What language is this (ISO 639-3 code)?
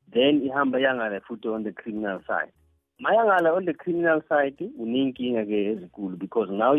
nbl